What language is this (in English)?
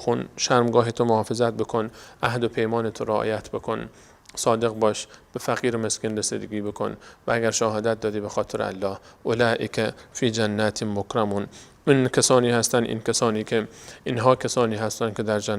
Persian